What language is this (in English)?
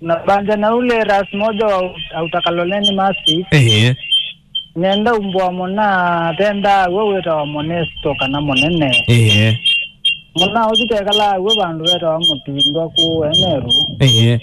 Kamba